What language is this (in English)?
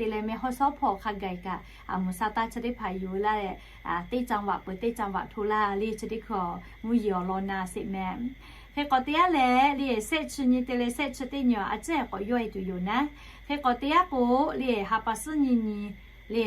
Lahu